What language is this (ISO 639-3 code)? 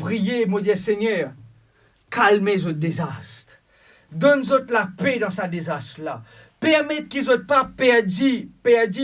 mfe